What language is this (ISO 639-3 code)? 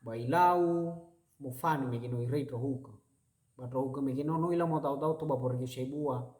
nia